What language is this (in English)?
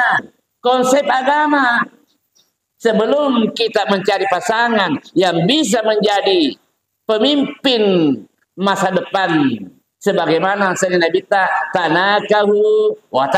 Buginese